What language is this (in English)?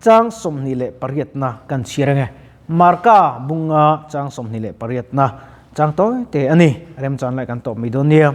Mizo